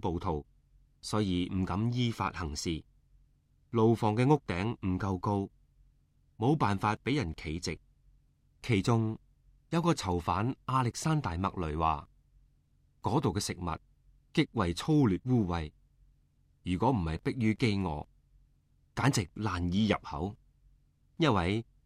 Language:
Cantonese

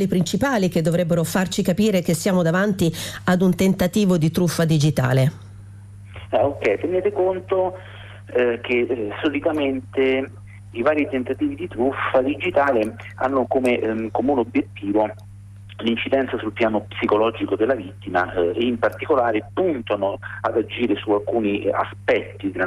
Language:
Italian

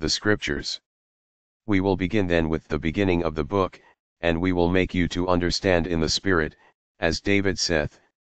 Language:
English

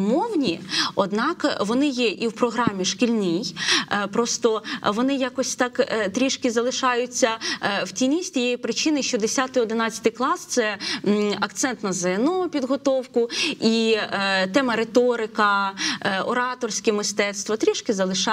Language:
Ukrainian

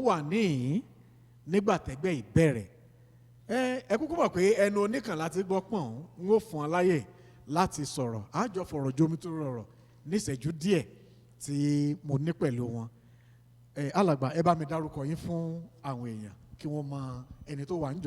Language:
Yoruba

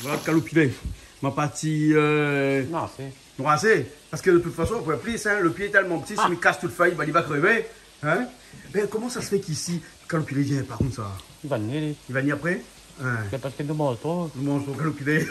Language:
Réunion Creole French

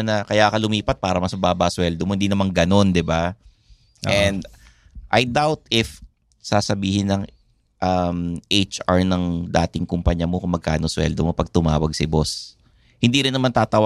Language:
Filipino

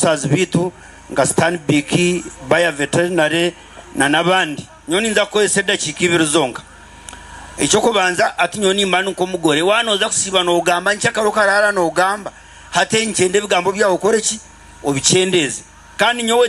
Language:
Nyankole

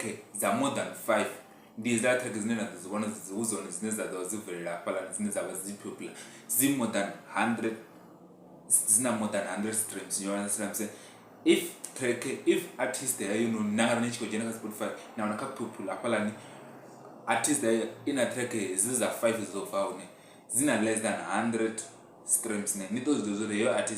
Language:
Venda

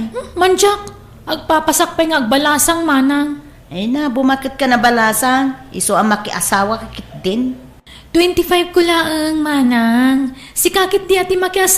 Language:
Iloko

